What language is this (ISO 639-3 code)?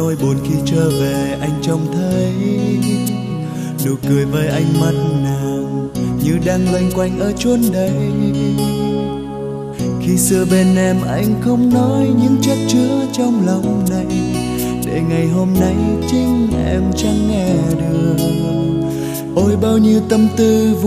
vie